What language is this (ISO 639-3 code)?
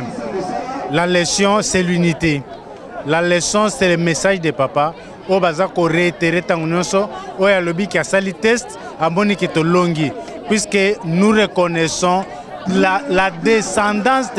lin